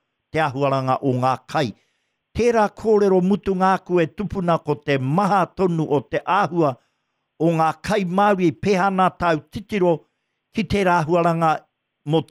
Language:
Māori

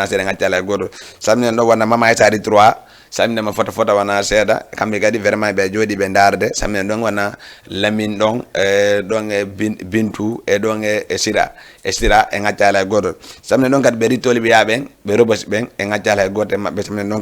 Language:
Fula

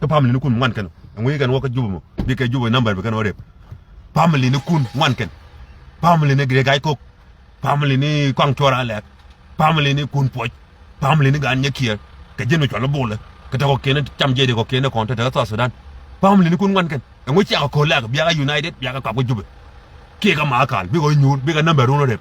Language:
Nuer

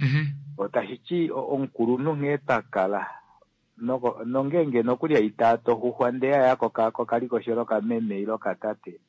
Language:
Kuanyama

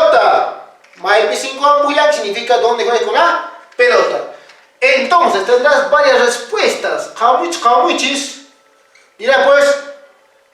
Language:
Quechua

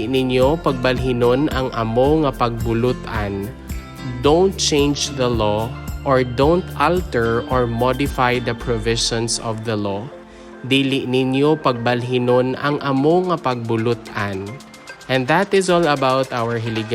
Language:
Hiligaynon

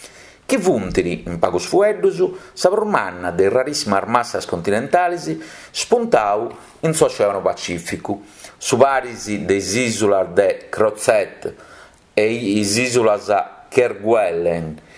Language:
Sardinian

